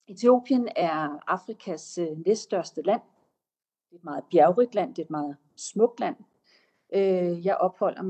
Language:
Danish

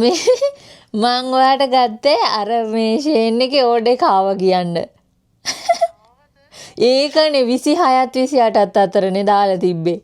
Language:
Sinhala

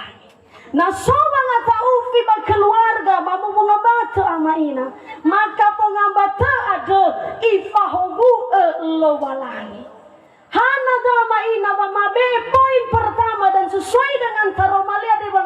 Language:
Nias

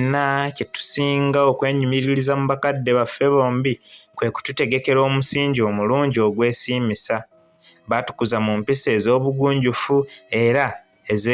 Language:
Ganda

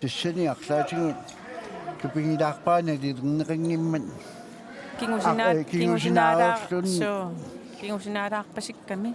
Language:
Kalaallisut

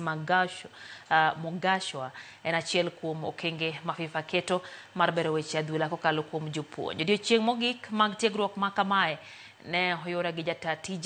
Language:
Luo (Kenya and Tanzania)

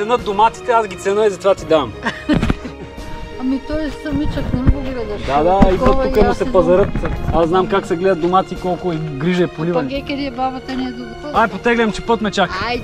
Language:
Bulgarian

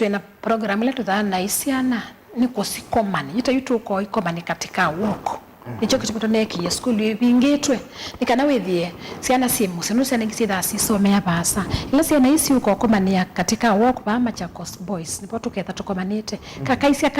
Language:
Kamba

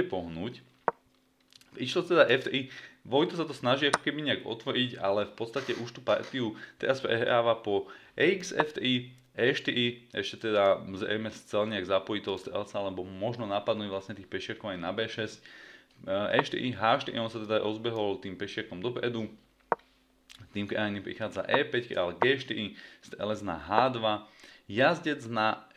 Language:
Slovak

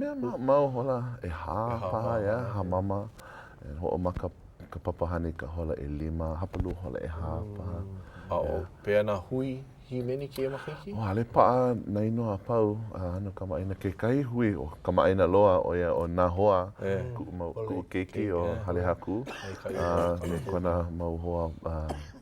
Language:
Hawaiian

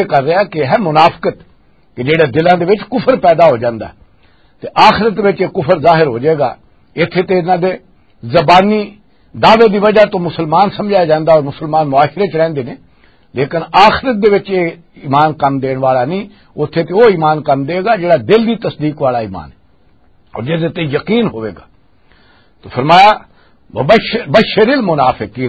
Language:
Western Panjabi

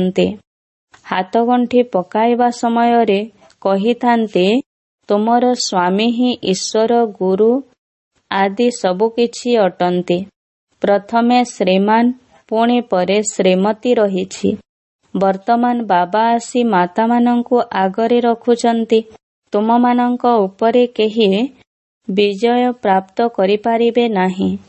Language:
Odia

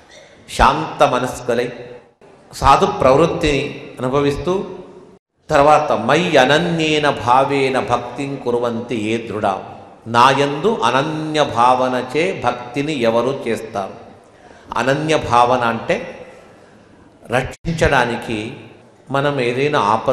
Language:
Telugu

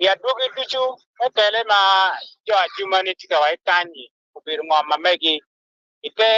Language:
Acoli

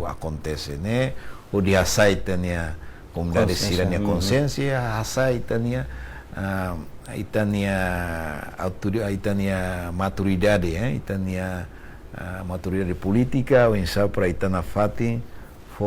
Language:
Tetum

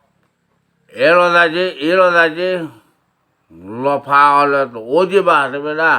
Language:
S'gaw Karen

